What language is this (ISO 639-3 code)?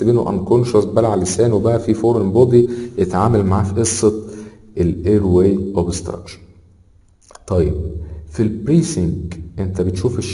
arz